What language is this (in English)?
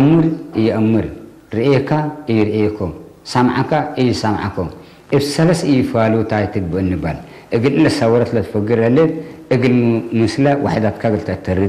Tigre